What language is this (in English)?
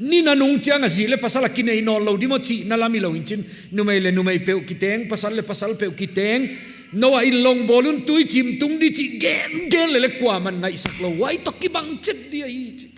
Paite Chin